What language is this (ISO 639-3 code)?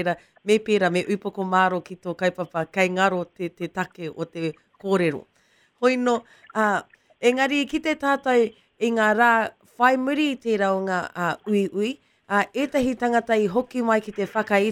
mri